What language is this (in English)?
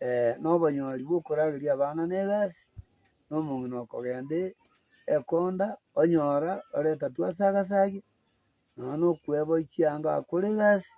Gusii